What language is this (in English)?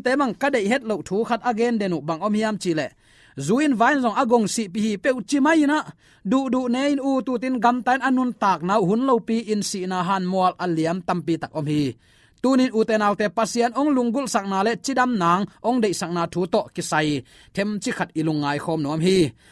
Tedim Chin